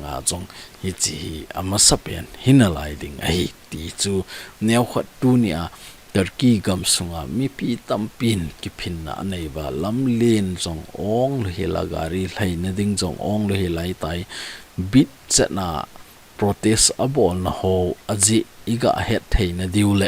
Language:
Thado Chin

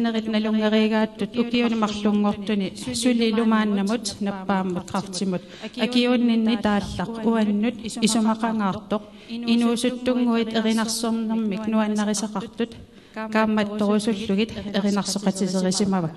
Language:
Kalaallisut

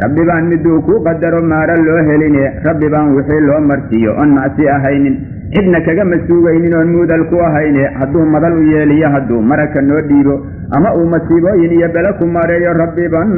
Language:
Somali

